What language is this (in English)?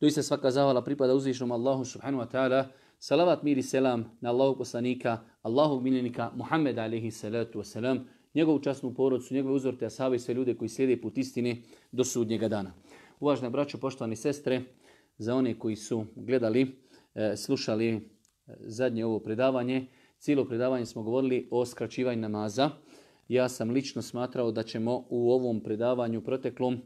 Bosnian